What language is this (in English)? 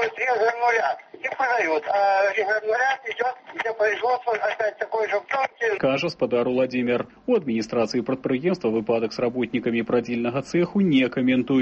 Belarusian